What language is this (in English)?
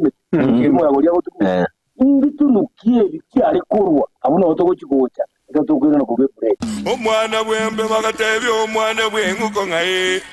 Gusii